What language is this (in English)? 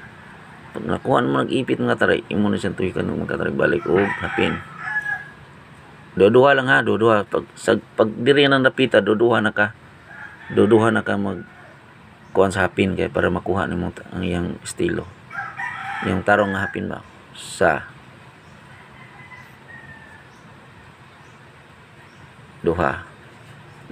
Cebuano